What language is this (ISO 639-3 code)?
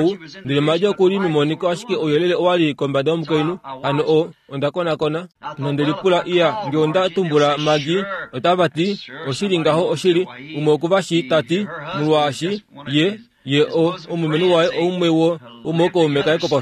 kua